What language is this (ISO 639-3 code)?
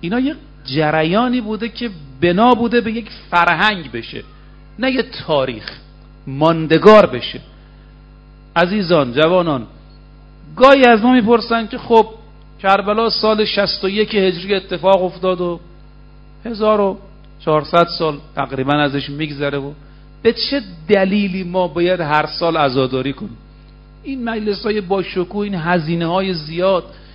fas